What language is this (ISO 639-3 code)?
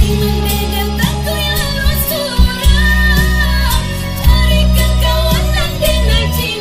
min